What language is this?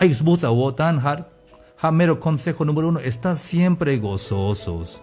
Tzeltal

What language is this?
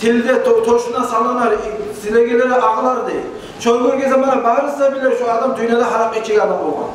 Kumyk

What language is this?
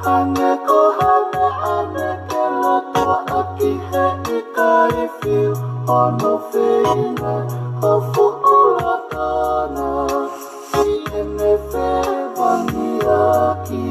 Tongan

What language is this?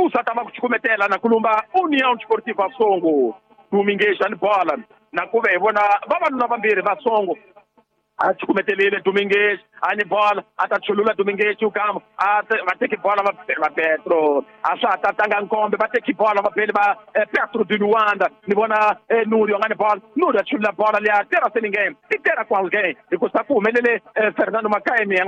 Tsonga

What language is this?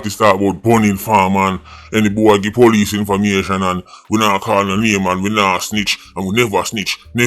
Jamaican Creole English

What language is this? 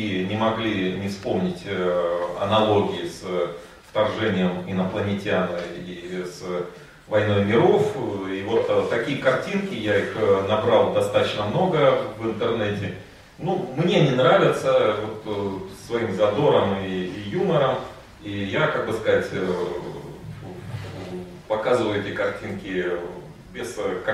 Russian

